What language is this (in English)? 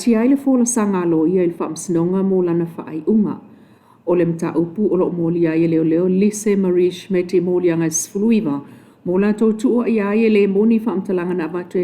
Samoan